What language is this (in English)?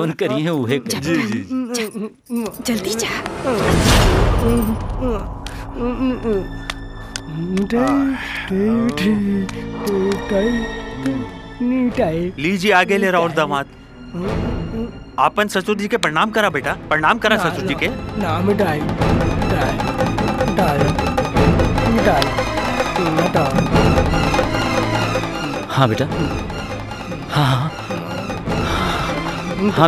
Bhojpuri